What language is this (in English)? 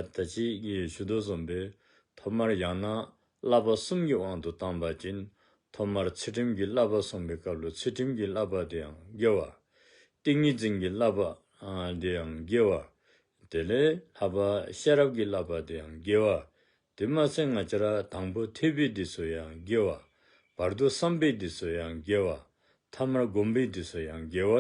Dzongkha